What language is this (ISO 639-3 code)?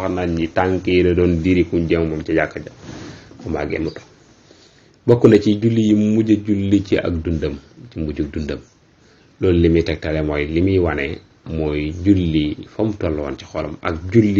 wol